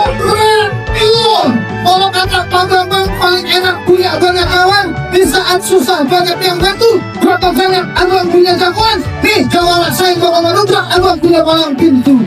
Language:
Betawi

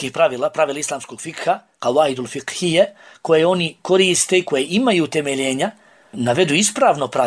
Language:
Bosnian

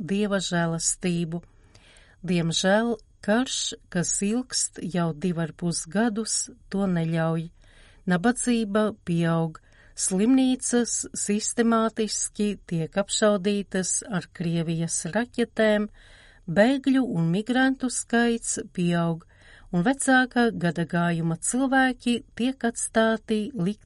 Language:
Latvian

